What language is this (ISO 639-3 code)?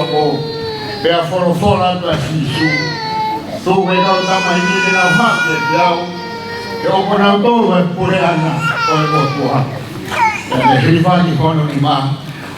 ton